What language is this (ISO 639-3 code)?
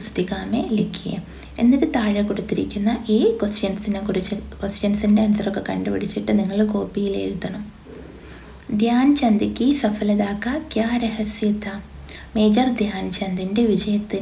mal